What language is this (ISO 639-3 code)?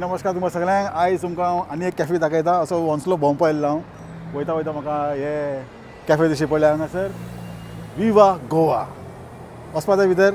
kok